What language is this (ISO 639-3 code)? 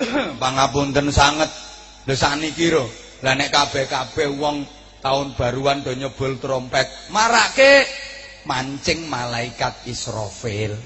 jav